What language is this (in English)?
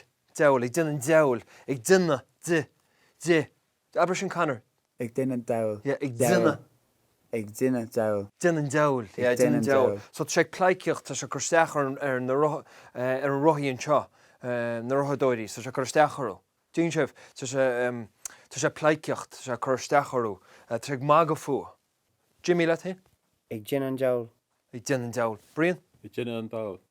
Irish